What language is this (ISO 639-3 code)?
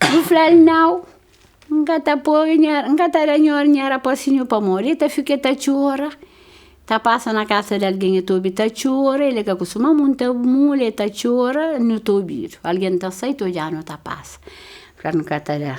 kea